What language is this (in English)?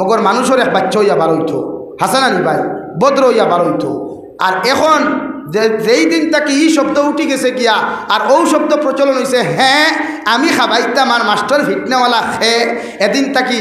Sylheti